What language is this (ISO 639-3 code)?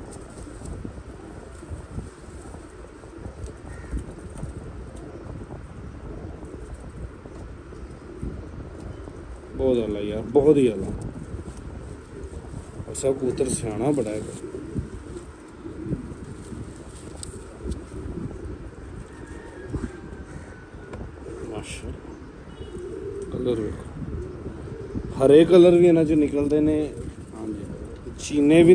pan